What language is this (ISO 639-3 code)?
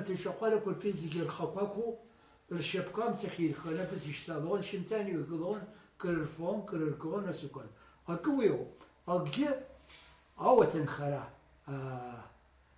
abk